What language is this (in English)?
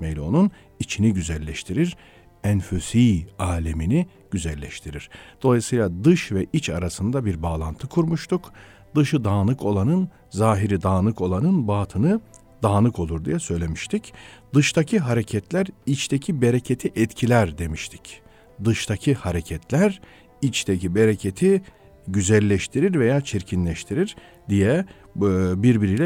Turkish